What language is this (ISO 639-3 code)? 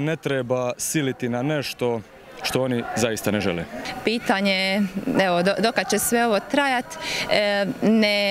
hrv